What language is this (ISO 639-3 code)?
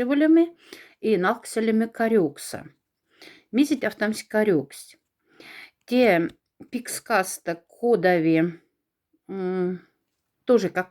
mdf